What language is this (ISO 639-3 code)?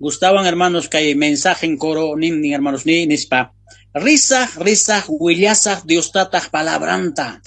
quh